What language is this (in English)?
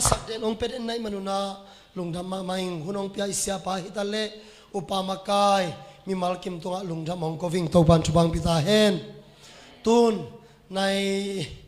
Tedim Chin